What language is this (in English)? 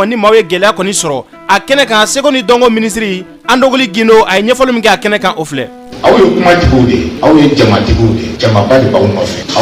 Bambara